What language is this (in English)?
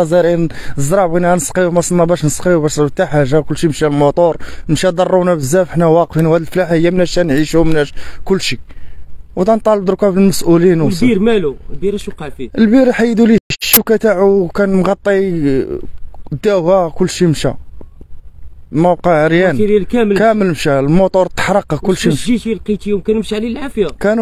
Moroccan Arabic